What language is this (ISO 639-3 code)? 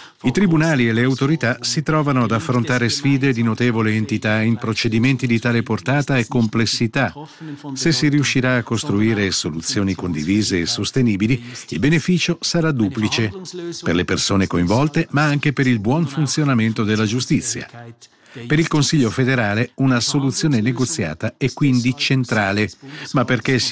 ita